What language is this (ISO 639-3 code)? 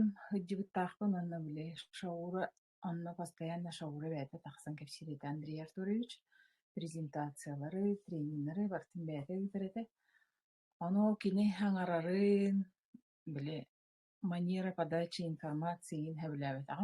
sah